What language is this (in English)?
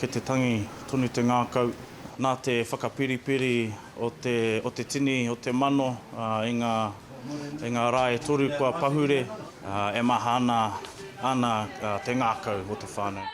Māori